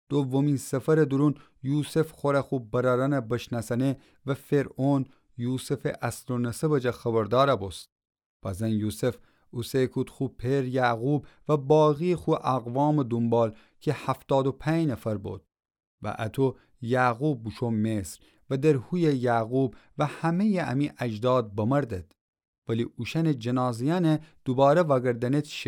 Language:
Gilaki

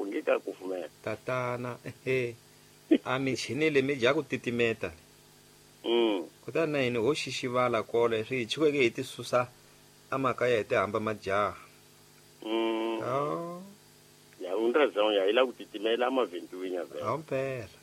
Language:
Tsonga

